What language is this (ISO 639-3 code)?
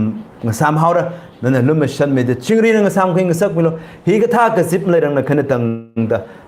nmf